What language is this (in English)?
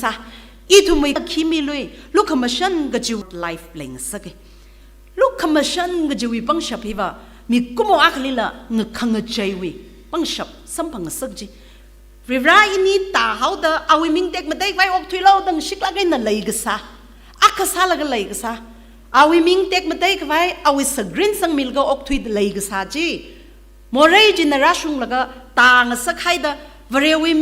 Tangkhul Naga (India)